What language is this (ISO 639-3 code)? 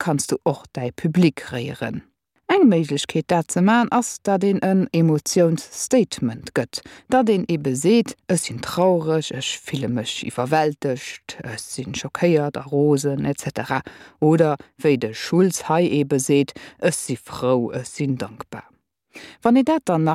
ltz